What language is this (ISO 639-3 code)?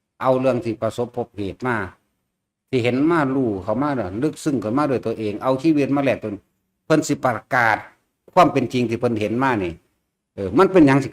tts